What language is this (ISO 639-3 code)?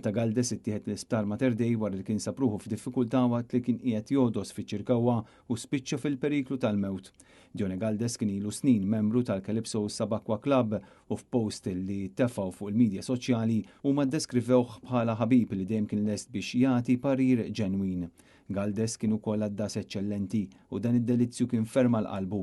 mlt